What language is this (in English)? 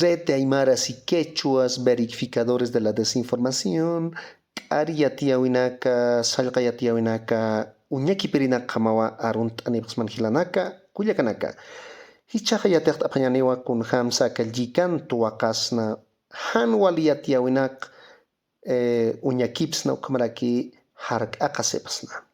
Aymara